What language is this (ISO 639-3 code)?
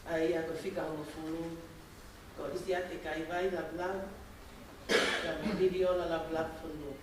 ton